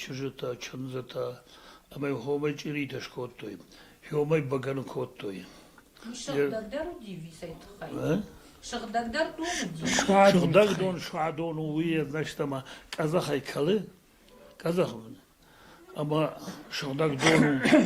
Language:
Ossetic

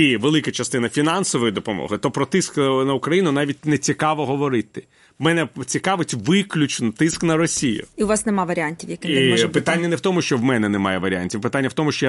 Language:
Ukrainian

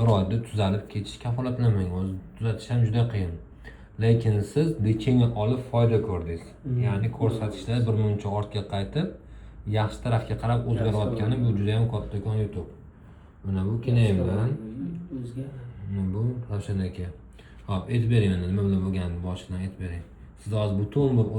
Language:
Uzbek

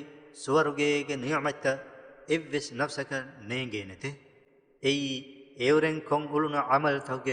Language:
Divehi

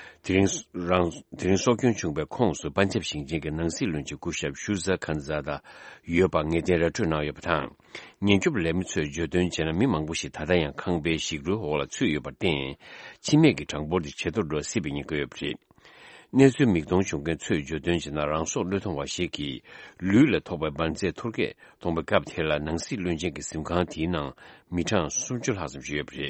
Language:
Tibetan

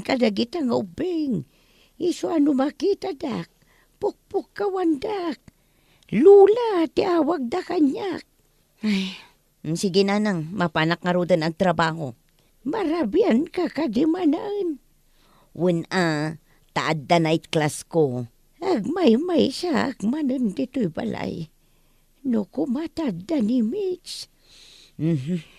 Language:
Iloko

